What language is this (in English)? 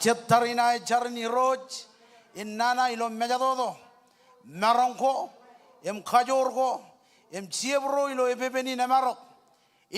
Marshallese